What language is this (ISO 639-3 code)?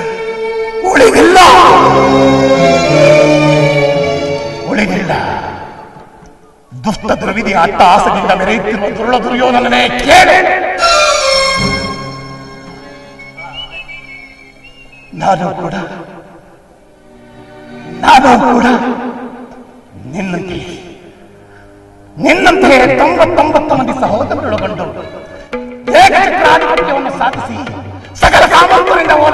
kan